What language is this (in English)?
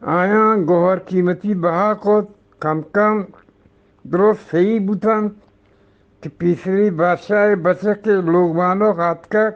Eastern Balochi